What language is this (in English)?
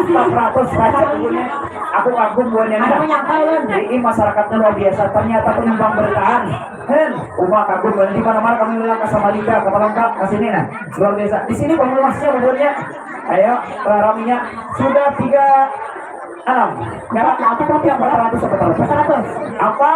Banjar